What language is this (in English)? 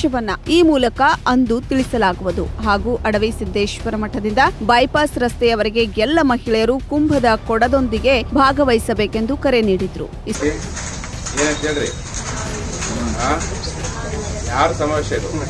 Kannada